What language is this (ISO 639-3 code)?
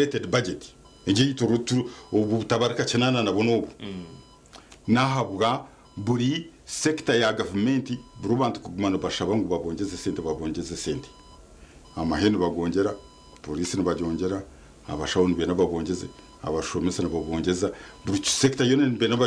nyn